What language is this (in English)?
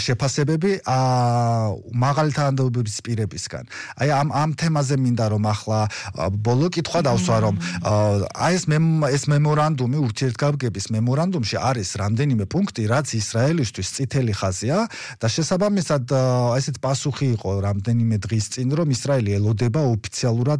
Georgian